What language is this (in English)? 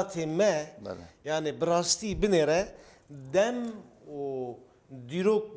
Kurdish